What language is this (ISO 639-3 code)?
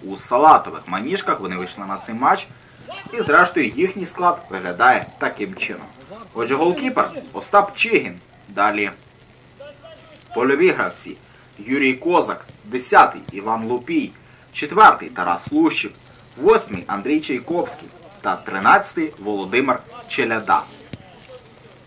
ukr